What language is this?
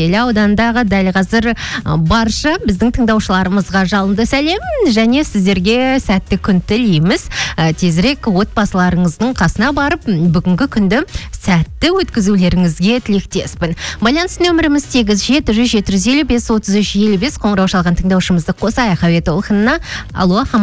Kazakh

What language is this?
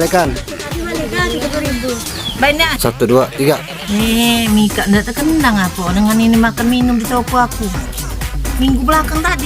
Musi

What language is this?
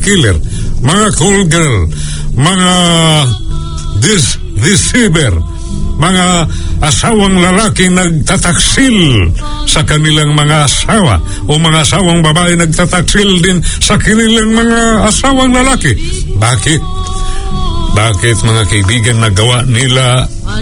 Filipino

